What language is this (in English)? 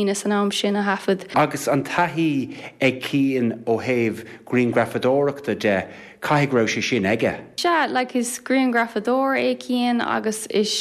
Irish